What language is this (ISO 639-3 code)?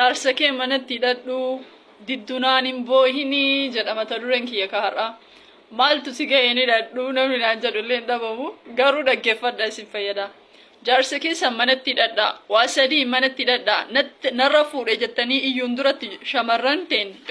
orm